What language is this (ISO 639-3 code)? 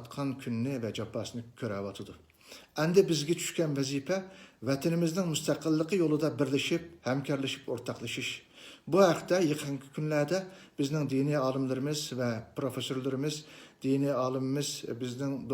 uig